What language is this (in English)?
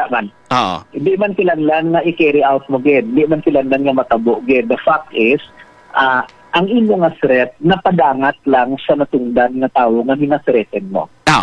Hiligaynon